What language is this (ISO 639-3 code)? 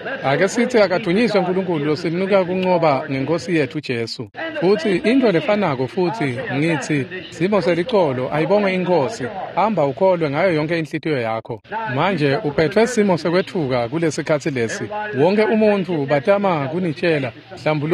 ssw